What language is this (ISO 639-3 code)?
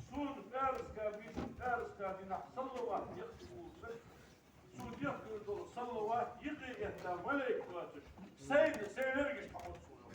inh